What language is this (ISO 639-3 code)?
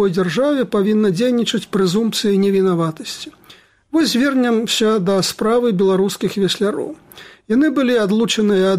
bel